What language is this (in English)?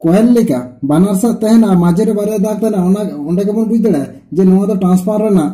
Santali